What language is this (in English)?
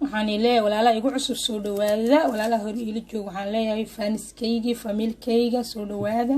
Somali